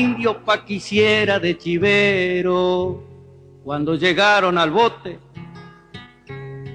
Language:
Spanish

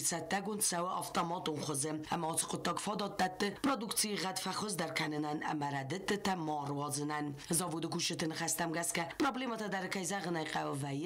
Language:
Ossetic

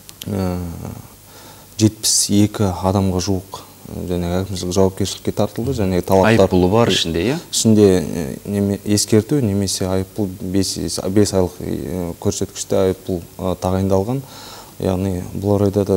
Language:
Kazakh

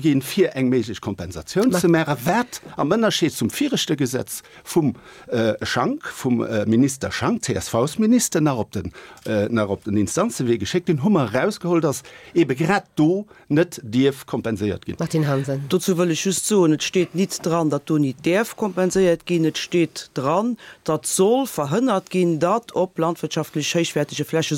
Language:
Luxembourgish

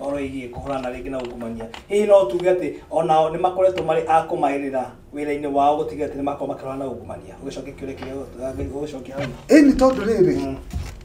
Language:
Kikuyu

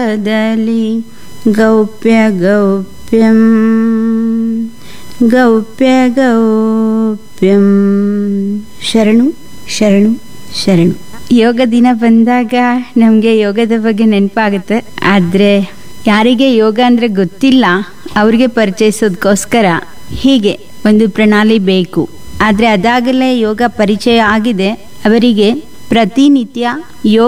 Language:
Kannada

